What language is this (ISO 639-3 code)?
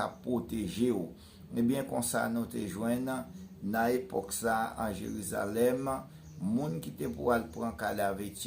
hat